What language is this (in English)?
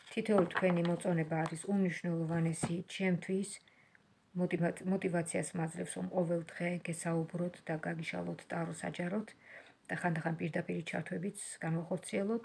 Georgian